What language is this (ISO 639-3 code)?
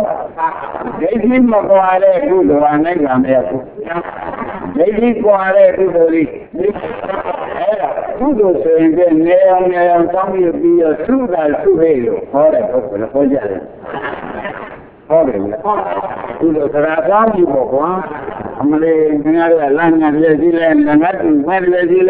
mya